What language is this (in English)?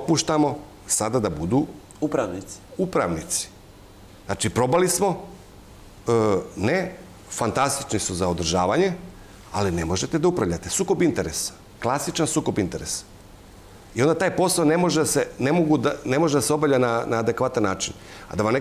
Serbian